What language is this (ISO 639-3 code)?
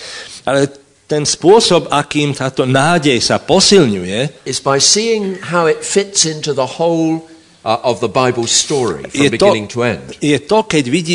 slk